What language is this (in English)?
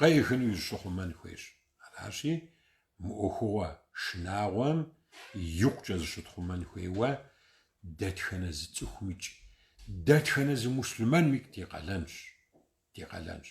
Kabardian